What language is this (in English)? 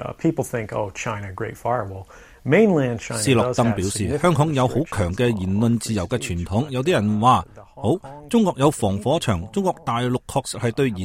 Cantonese